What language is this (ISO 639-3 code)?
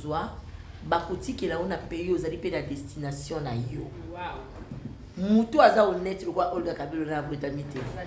lin